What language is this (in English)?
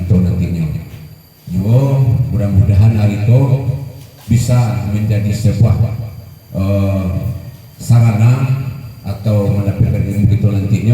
Minangkabau